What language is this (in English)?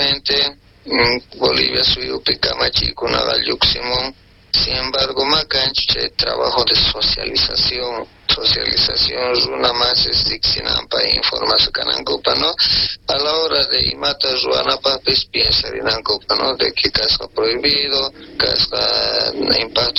South Bolivian Quechua